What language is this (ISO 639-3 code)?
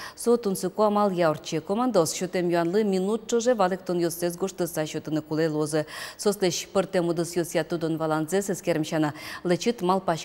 udm